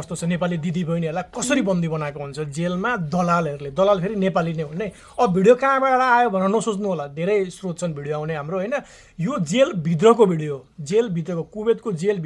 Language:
Nepali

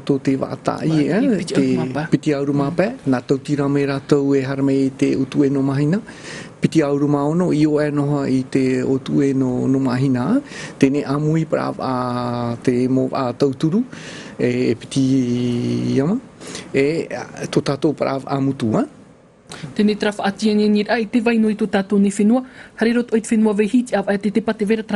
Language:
Tahitian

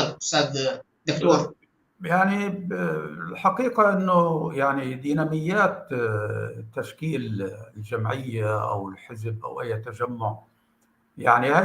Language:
North Levantine Arabic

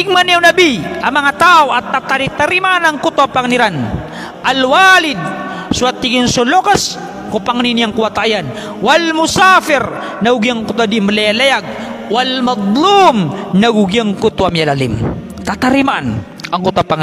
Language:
Maranao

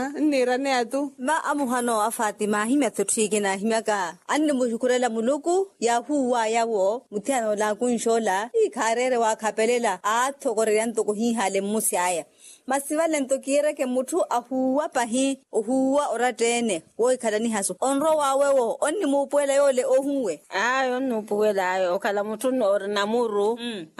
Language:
Makhuwa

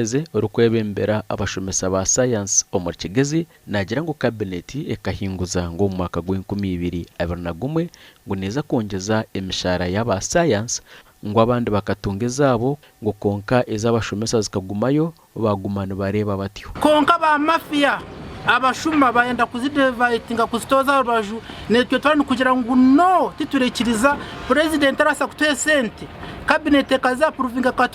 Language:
Nyankole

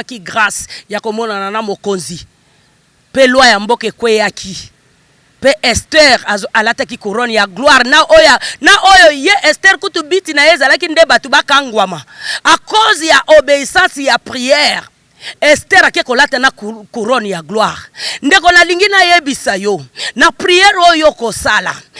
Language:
Lingala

